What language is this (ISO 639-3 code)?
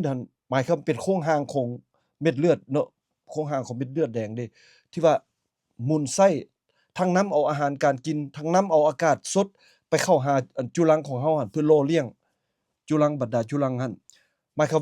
lao